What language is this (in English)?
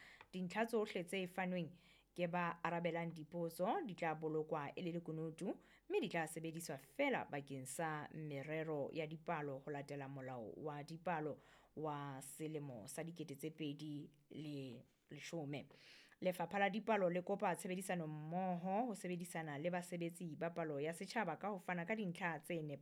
Southern Sotho